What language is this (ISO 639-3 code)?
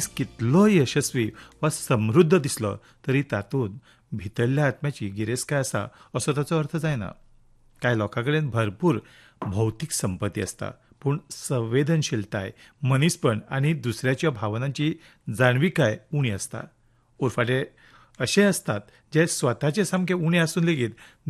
kok